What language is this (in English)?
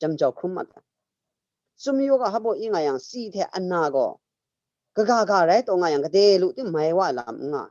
Kachin